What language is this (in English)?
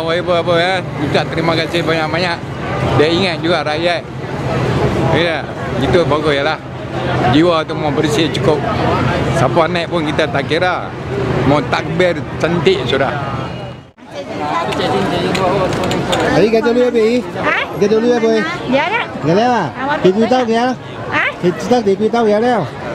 Malay